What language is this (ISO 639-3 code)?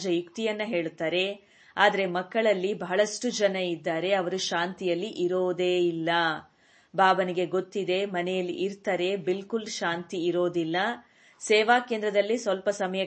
kan